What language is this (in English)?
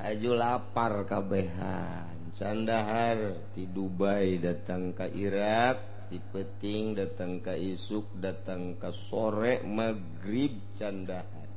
Sundanese